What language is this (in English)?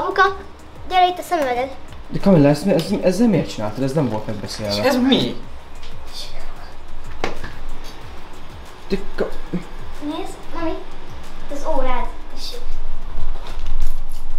Hungarian